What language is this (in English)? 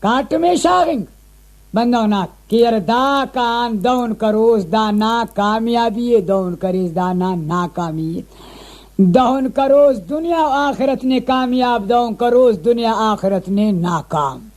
Brahui